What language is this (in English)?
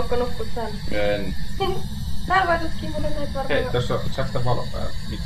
Finnish